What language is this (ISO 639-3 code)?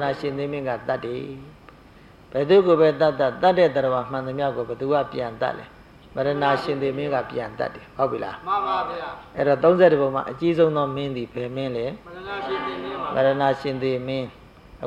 mya